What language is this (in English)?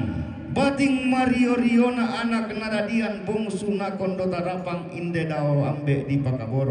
Toraja-Sa'dan